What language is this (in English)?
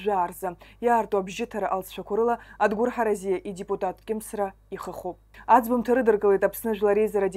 Abkhazian